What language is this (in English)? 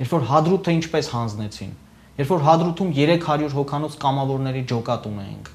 Armenian